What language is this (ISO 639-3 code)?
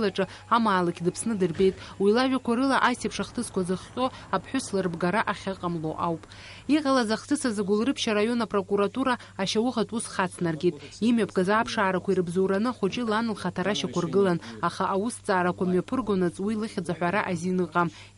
abk